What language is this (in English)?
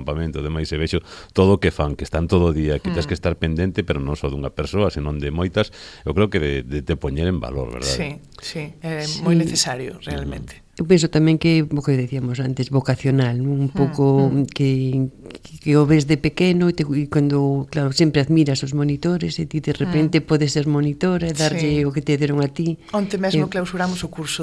Galician